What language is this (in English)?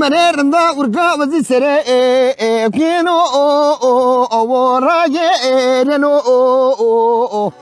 Zaza